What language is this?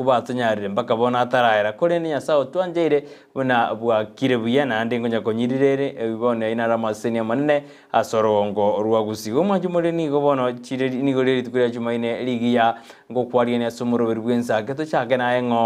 Gusii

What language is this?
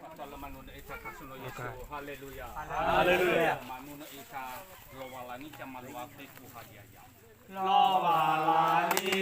Nias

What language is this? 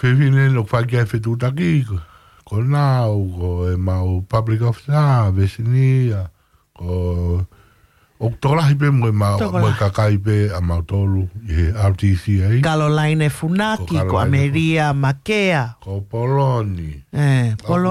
Tongan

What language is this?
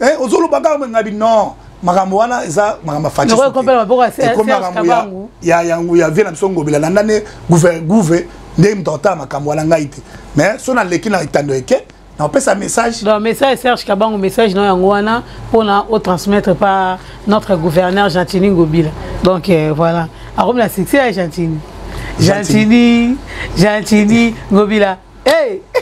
Lingala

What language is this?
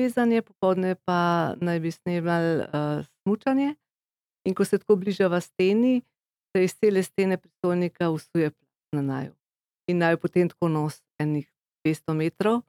Slovenian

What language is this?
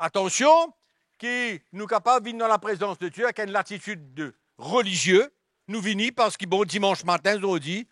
Morisyen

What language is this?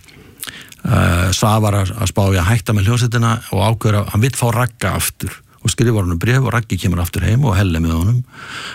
Icelandic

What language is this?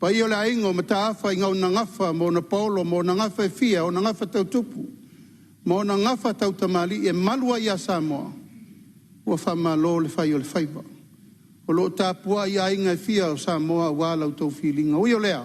Samoan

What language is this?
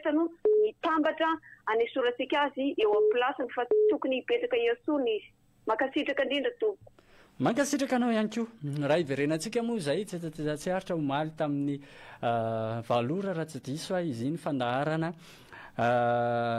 Malagasy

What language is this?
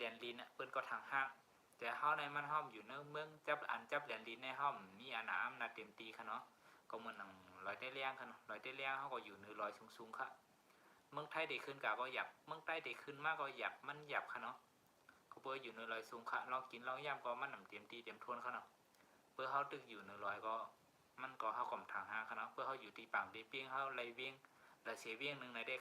Shan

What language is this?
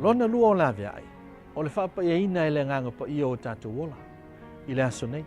Samoan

